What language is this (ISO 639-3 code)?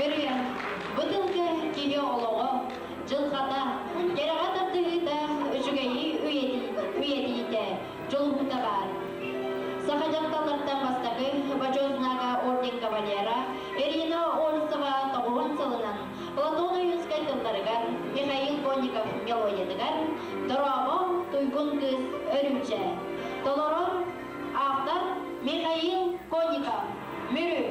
sah